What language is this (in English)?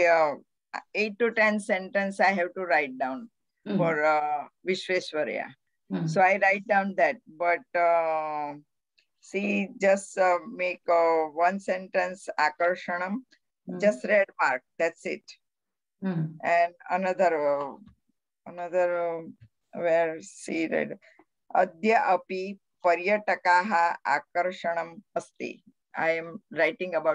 Sanskrit